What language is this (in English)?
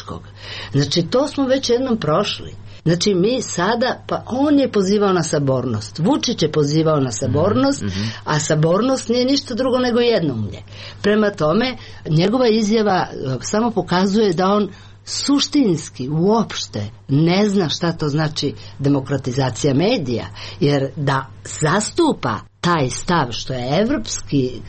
Serbian